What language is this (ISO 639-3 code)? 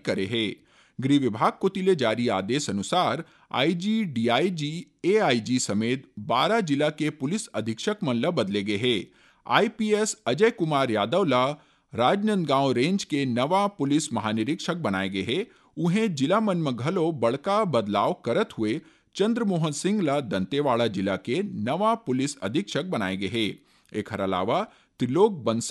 hne